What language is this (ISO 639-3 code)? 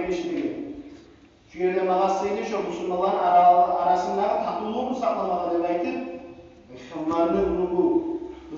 kum